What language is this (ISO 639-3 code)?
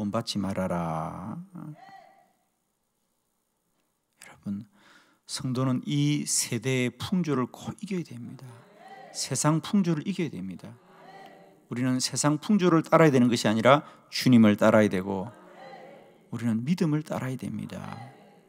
kor